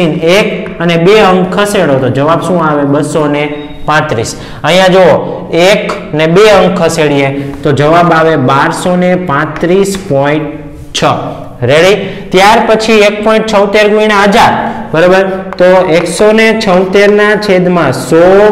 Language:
Gujarati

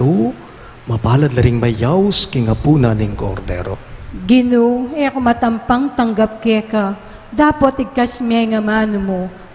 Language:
Pampanga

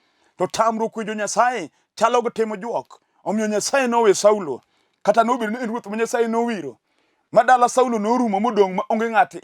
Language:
Luo (Kenya and Tanzania)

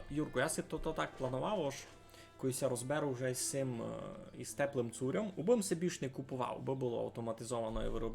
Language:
Rusyn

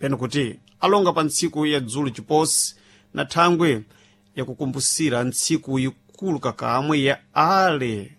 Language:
Sena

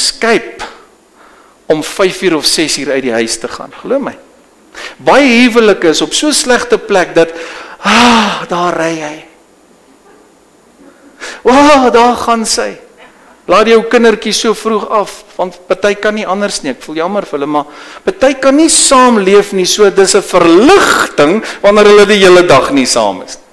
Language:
Afrikaans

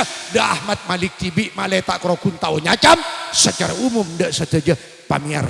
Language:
Madurese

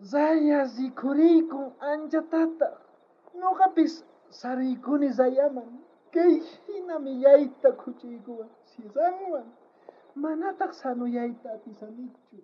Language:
South Bolivian Quechua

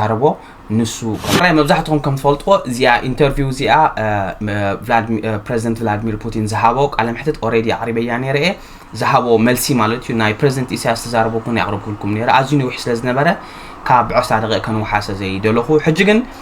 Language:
Tigrinya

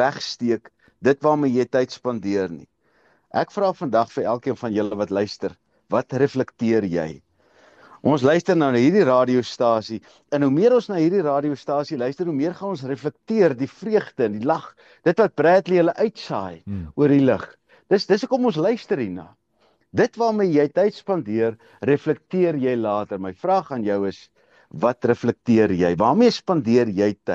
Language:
Afrikaans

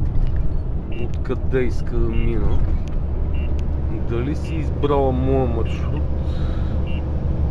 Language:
Bulgarian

